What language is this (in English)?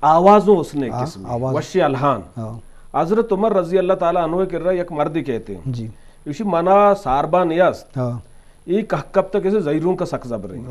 Eastern Balochi